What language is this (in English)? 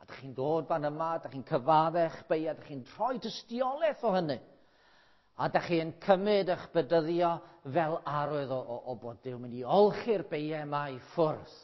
Welsh